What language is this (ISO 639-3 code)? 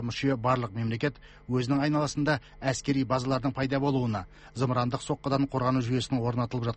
kaz